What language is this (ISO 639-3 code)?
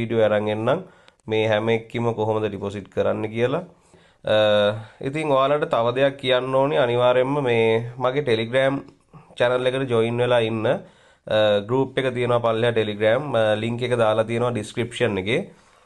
sin